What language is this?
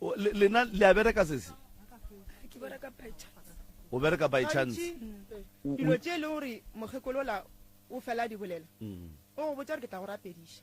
Northern Sotho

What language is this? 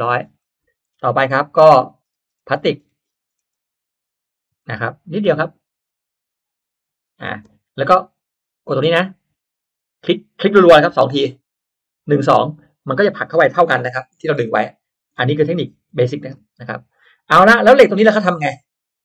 Thai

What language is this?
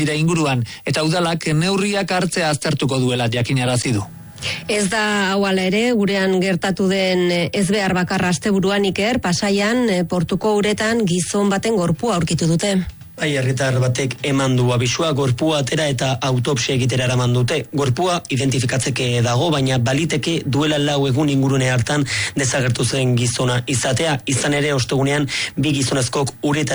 Basque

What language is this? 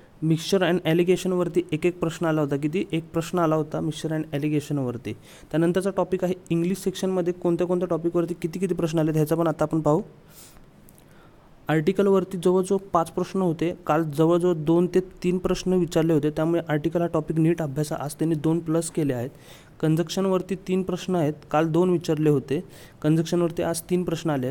Marathi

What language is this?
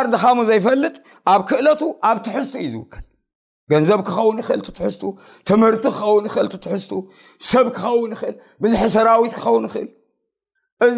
Tigrinya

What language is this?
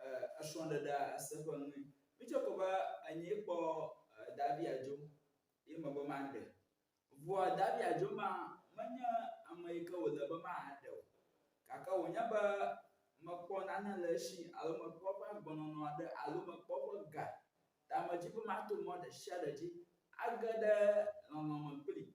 Ewe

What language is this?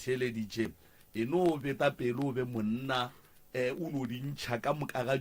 Northern Sotho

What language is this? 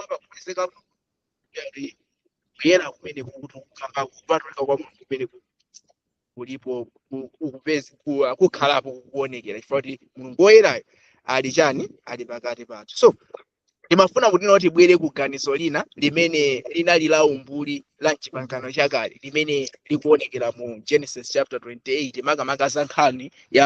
Nyanja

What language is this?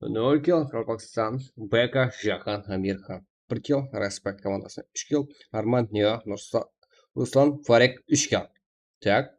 Kara-Kalpak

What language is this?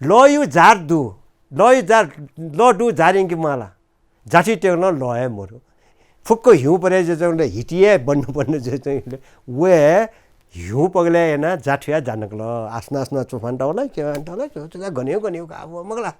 Newari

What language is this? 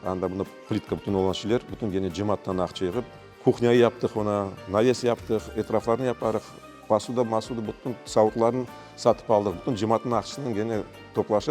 Crimean Tatar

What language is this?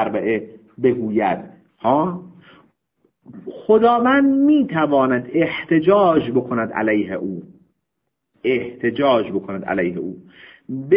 Persian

